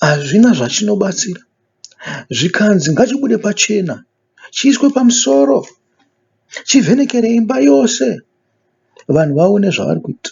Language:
Shona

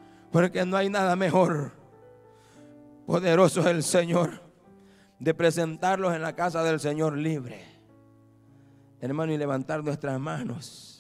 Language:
Spanish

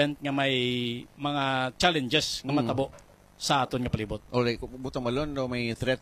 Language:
Hiligaynon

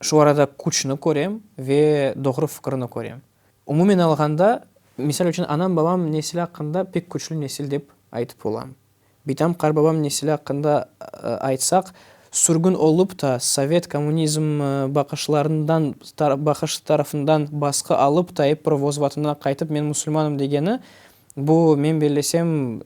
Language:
Crimean Tatar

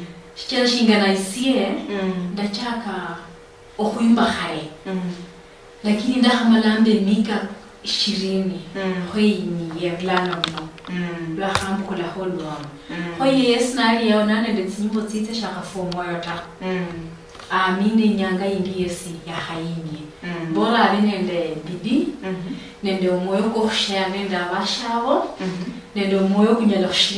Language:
Luyia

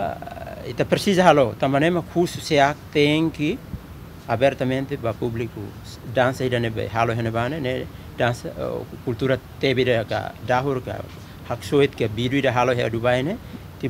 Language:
Tetum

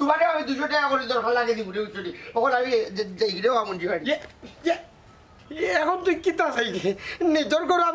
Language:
Sylheti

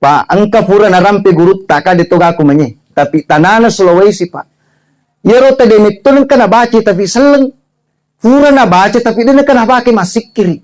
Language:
Buginese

